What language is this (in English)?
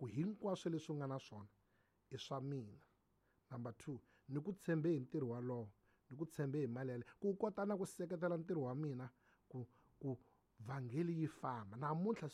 Tsonga